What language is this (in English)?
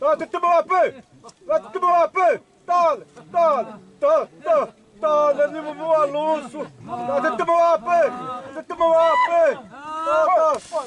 Xavánte